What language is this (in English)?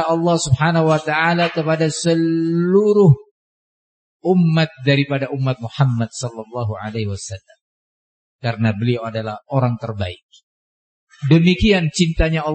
Indonesian